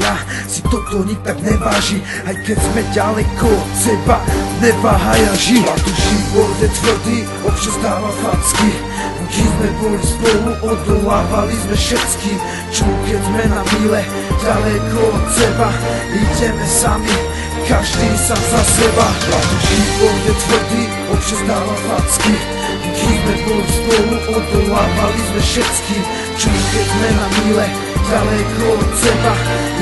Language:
Slovak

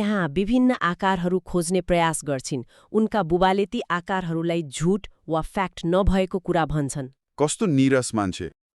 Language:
Nepali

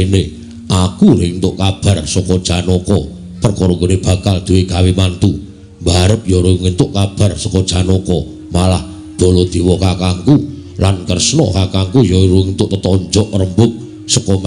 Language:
Javanese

